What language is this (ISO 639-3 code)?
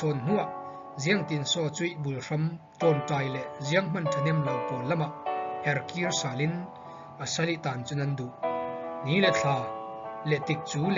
cfm